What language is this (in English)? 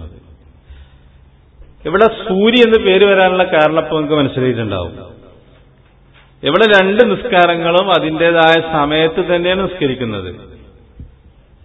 Malayalam